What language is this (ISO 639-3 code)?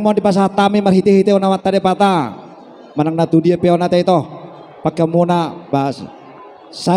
bbc